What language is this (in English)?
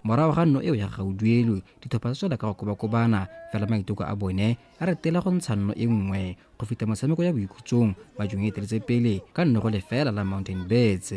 Tswana